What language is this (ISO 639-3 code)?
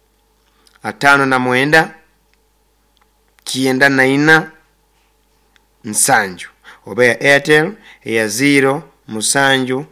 nyo